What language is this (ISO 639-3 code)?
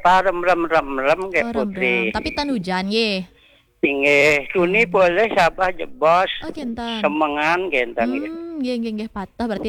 ban